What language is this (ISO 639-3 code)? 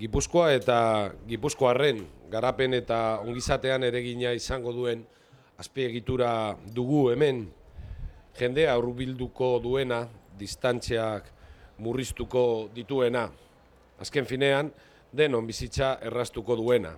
eus